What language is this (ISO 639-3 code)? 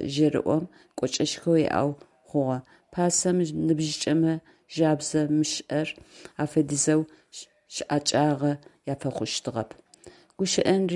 ady